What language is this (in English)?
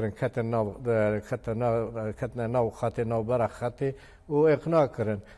Kurdish